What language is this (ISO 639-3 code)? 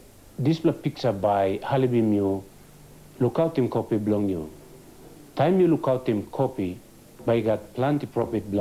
tpi